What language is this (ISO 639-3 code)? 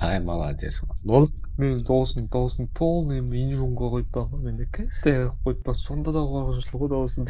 kaa